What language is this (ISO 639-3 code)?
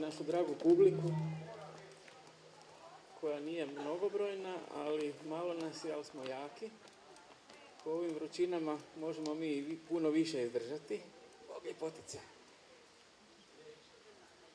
hrv